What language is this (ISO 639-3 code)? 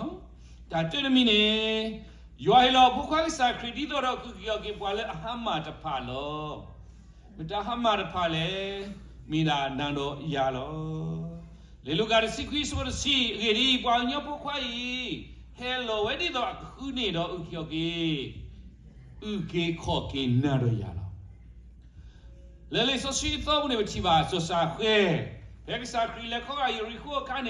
ksw